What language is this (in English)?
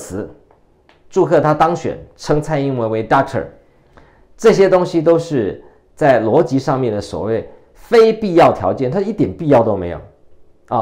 Chinese